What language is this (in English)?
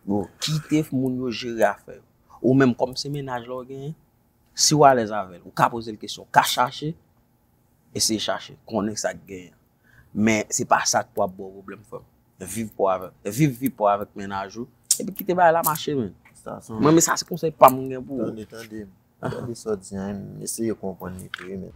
Haitian Creole